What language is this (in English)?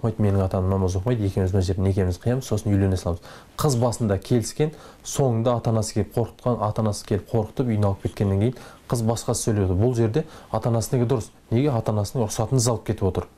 Kazakh